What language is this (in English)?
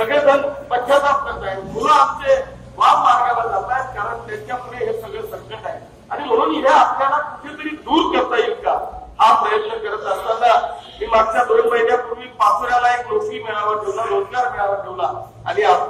Marathi